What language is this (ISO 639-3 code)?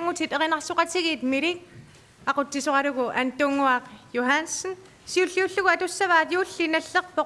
kal